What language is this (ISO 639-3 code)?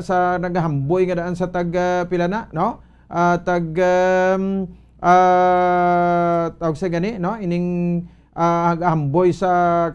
hil